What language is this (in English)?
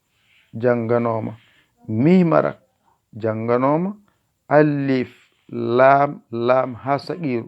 Fula